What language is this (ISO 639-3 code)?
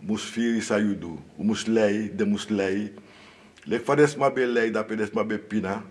srn